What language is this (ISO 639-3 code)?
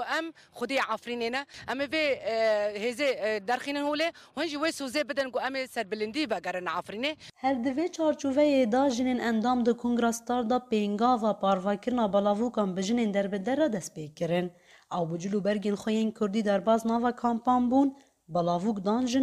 kur